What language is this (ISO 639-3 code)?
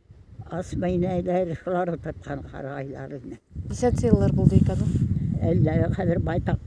bak